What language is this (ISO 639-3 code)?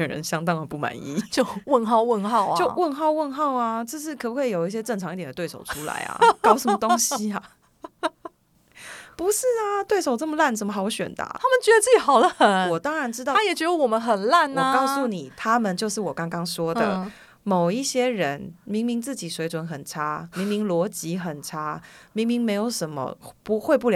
zho